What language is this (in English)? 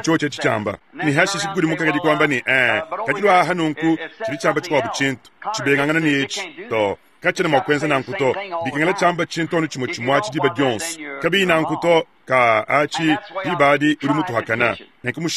Luba-Lulua